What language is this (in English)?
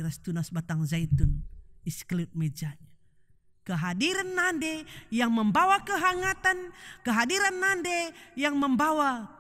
Batak Karo